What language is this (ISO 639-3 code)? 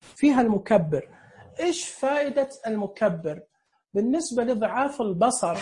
ars